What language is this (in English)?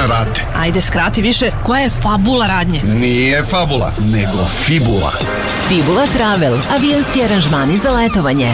Serbian